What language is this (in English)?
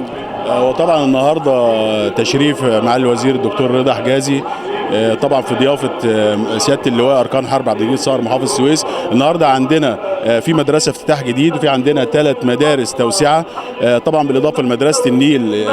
Egyptian Arabic